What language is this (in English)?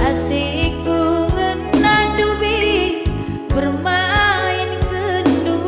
Batak Karo